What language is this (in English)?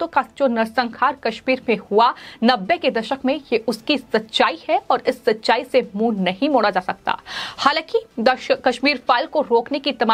Hindi